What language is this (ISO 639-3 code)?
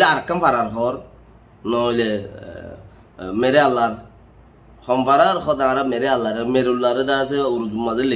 rhg